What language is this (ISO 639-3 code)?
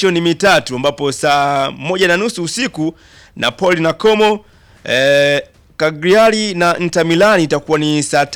swa